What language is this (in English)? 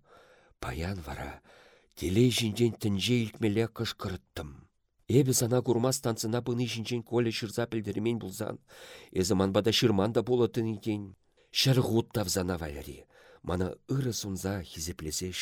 Chuvash